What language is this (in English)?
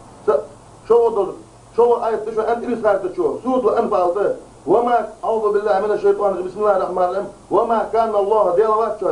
Chechen